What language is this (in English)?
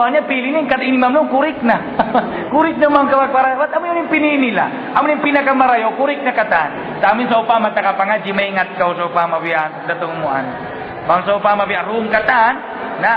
Tausug